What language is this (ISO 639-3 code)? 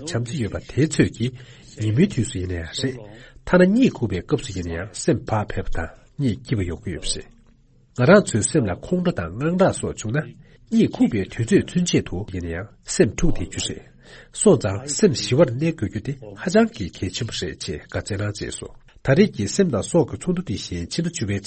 bod